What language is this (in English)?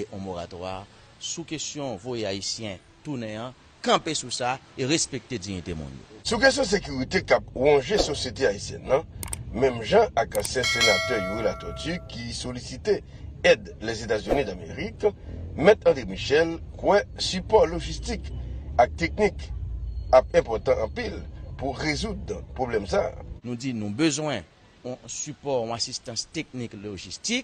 Haitian Creole